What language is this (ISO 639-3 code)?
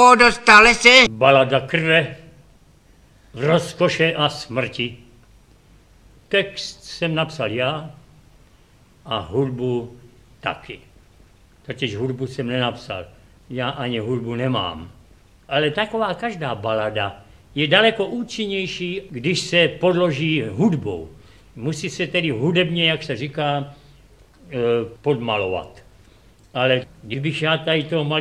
ces